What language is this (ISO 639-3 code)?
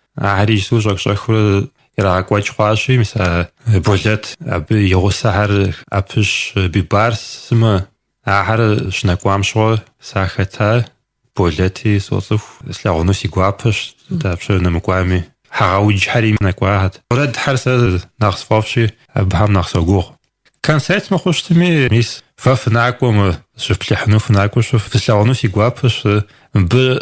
kbd